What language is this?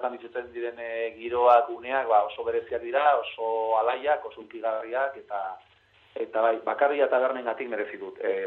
Basque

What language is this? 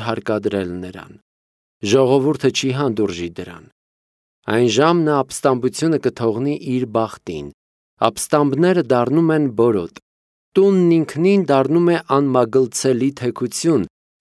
Armenian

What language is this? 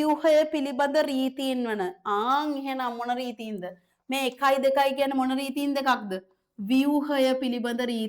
Sinhala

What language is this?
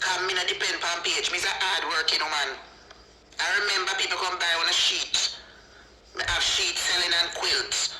Jamaican Creole English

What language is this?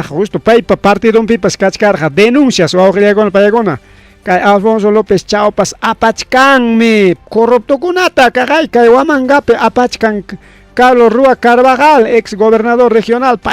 Ayacucho Quechua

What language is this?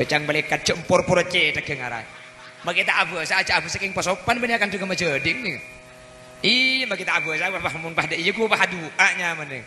Madurese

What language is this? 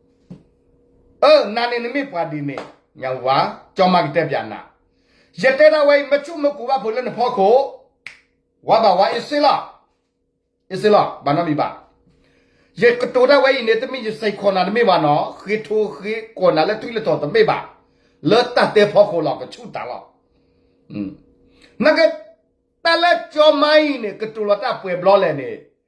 S'gaw Karen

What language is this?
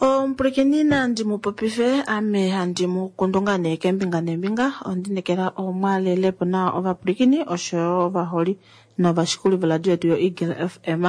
Kuanyama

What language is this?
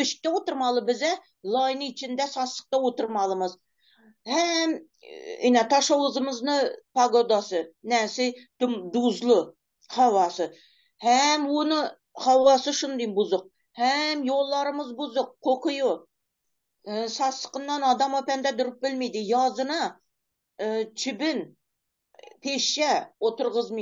Turkmen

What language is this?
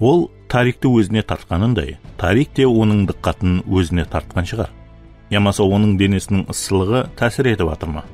Kara-Kalpak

